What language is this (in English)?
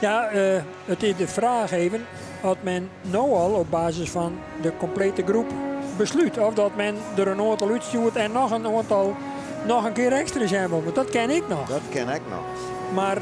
Western Frisian